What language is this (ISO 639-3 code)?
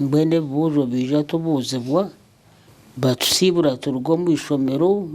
nyn